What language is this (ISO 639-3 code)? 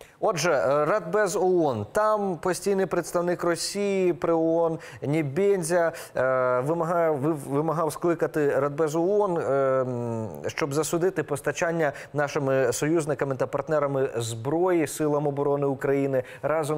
ukr